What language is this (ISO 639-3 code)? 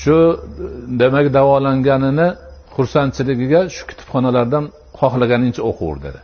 uzb